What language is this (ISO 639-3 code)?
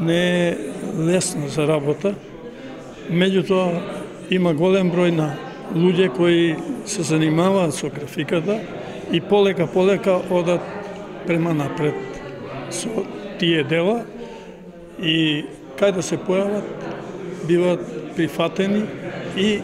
mkd